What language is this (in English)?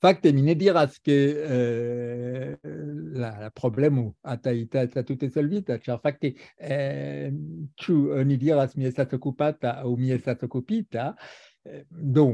Esperanto